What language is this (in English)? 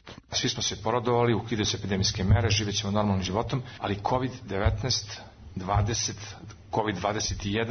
Serbian